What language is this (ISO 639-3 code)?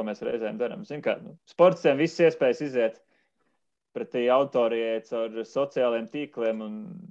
lav